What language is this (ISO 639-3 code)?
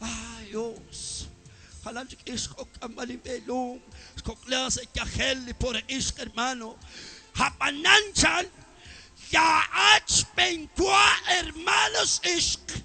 kek